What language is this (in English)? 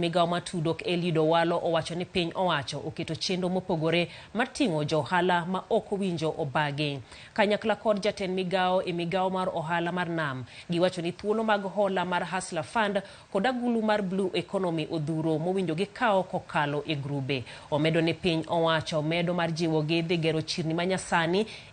Luo (Kenya and Tanzania)